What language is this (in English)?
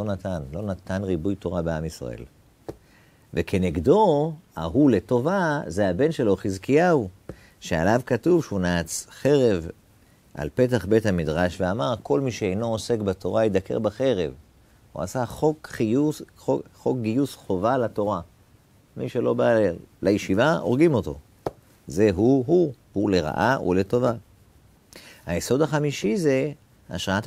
Hebrew